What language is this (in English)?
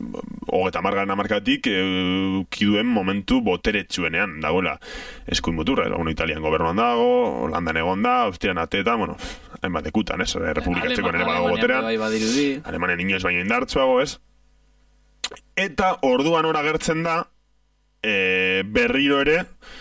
Basque